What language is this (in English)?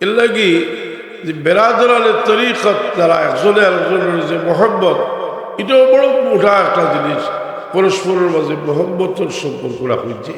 Sylheti